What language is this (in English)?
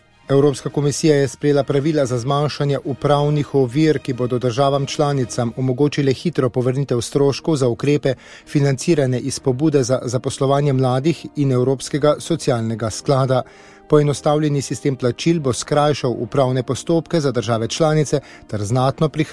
Slovenian